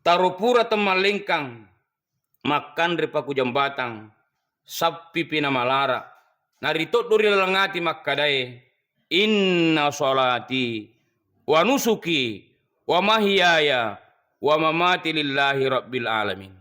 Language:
Buginese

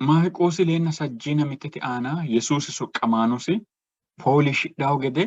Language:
Sidamo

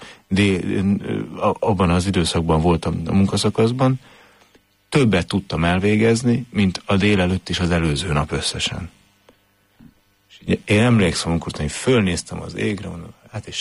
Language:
Hungarian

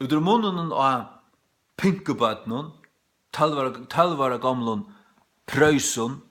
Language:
Faroese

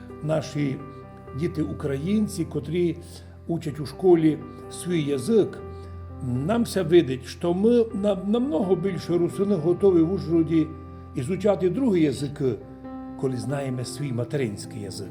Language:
Rusyn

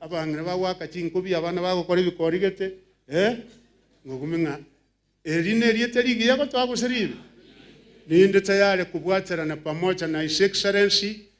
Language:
Gusii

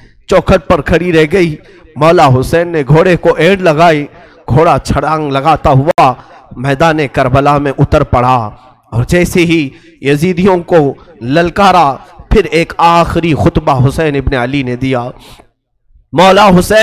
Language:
Urdu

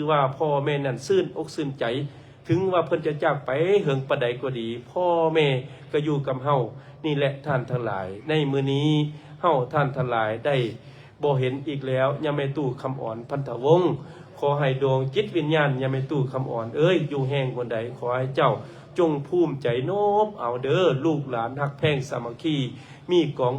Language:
Lao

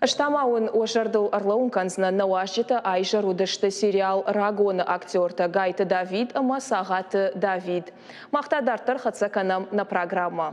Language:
Ossetic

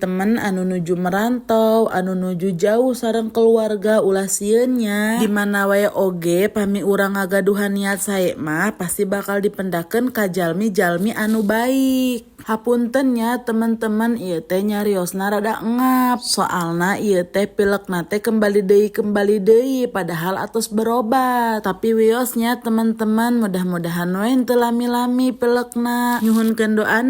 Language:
Sundanese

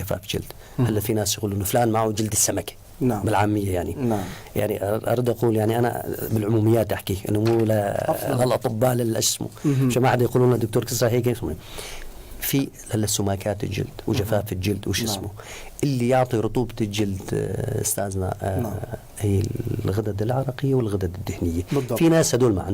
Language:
North Levantine Arabic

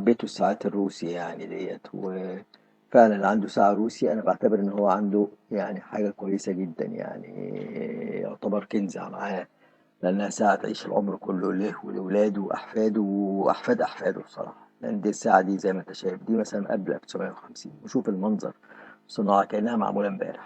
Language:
Egyptian Arabic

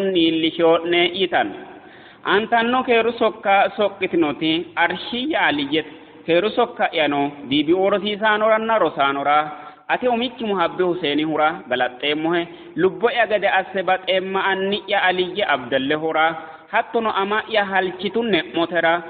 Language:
Sidamo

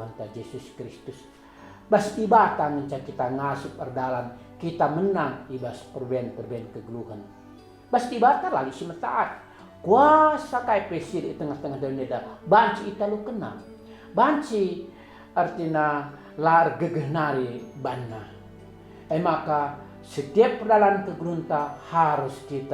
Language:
Batak Karo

